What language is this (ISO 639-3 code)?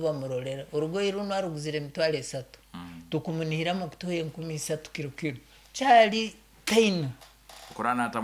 nyn